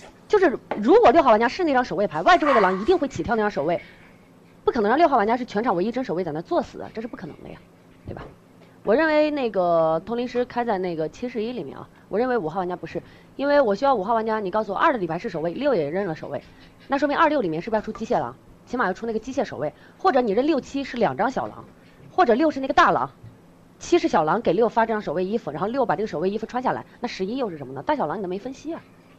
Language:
Chinese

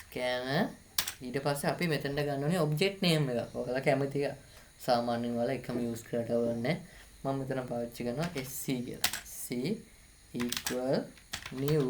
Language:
Sinhala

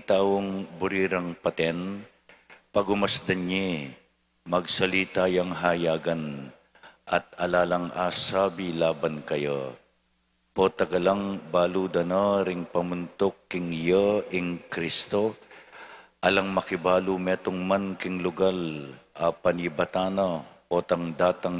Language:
Pampanga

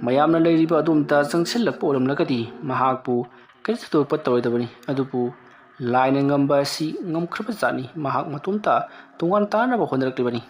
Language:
Manipuri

